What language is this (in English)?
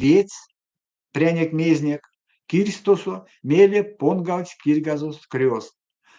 Erzya